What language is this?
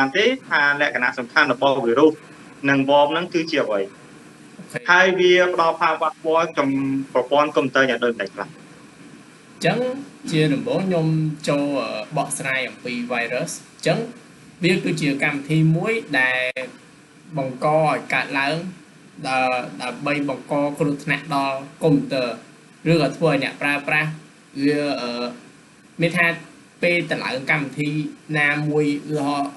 Khmer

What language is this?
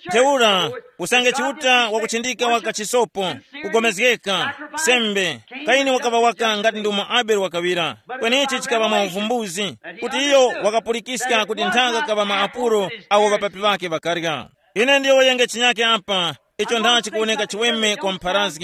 Tumbuka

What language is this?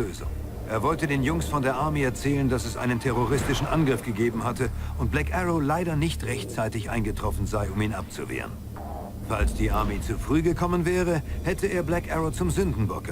Bavarian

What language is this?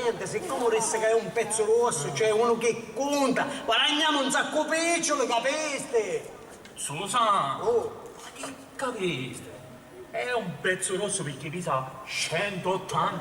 Sicilian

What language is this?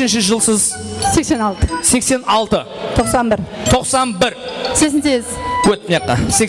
Kara-Kalpak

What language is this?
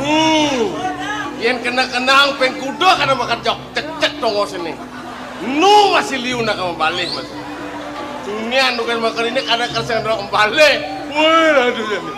Balinese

